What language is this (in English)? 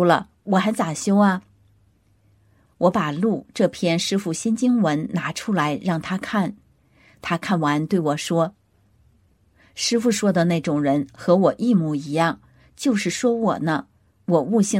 Chinese